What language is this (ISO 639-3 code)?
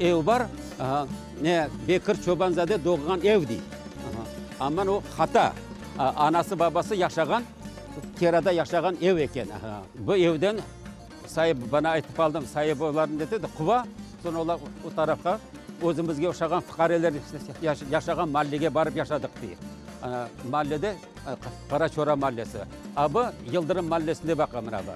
crh